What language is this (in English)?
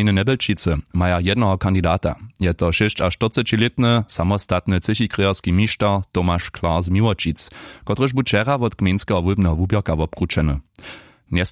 Upper Sorbian